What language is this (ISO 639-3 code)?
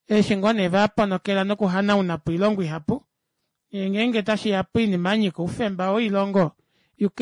kua